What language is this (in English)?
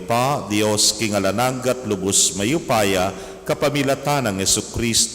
Pampanga